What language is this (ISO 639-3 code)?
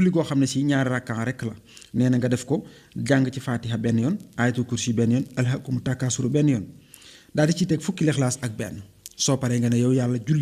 wol